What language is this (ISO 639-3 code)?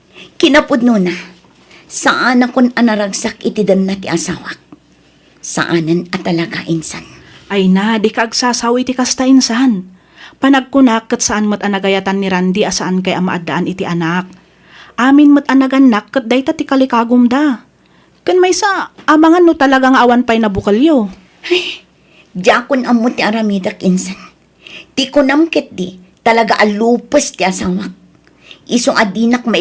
ilo